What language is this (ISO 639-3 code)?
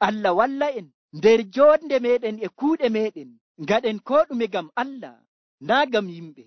fuv